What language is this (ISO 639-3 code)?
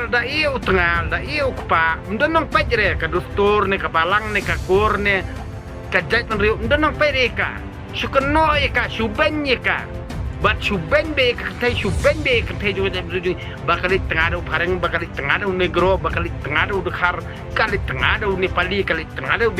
kha